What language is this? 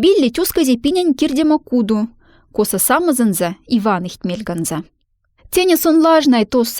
Moksha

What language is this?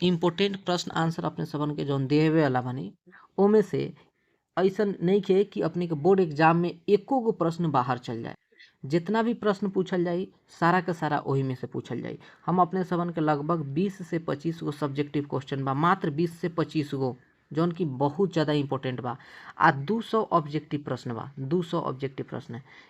Bhojpuri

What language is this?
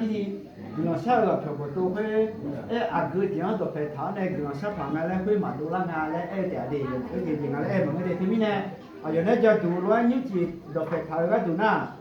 Akha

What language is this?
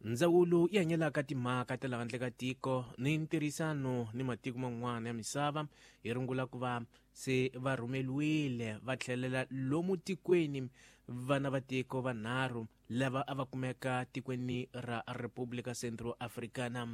Tsonga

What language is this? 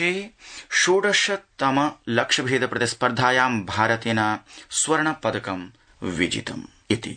Sanskrit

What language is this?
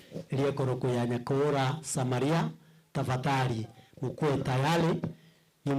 Gusii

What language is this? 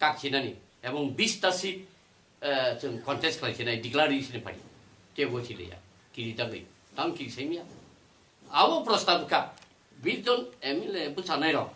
Kok Borok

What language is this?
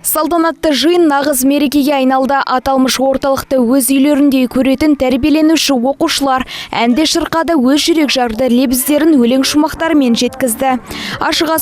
Kazakh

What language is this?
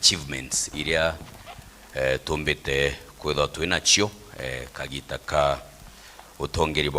Meru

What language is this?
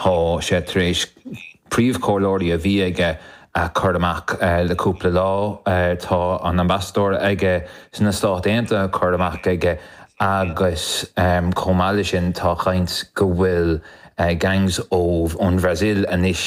Irish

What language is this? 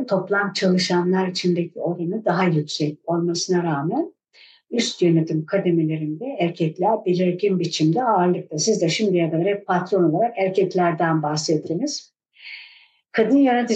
Turkish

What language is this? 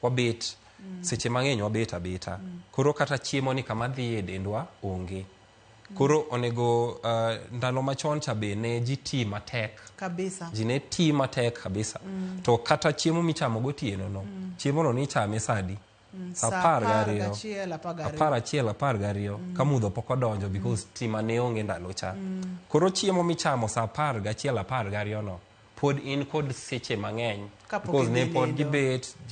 Luo (Kenya and Tanzania)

